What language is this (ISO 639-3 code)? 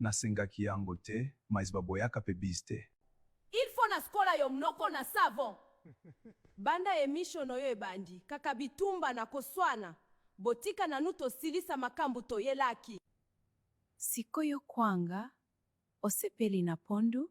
lin